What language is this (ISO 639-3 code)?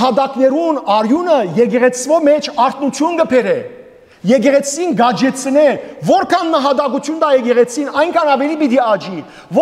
hyw